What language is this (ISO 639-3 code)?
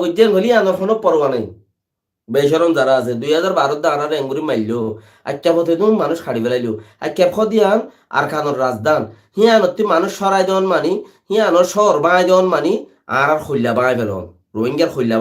rhg